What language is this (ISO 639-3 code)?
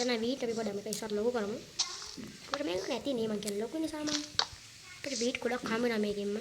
sin